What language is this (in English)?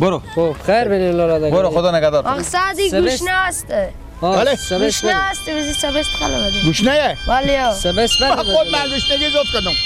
Persian